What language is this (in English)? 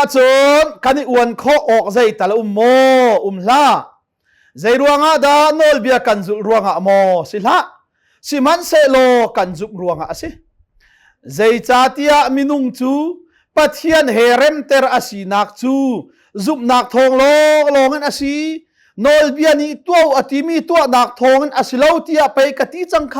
Hakha Chin